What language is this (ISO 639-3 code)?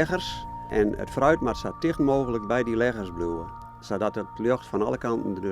fry